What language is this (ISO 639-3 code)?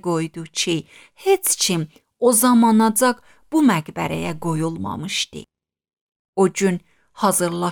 aze